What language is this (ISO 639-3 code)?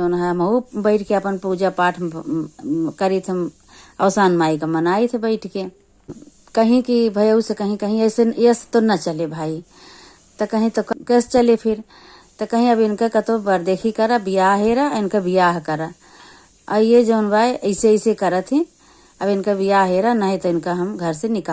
awa